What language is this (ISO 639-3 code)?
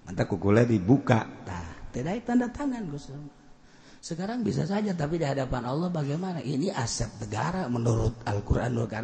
sun